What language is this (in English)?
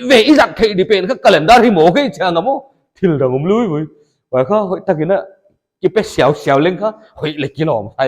Paite Chin